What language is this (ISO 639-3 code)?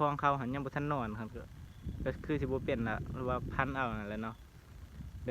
lao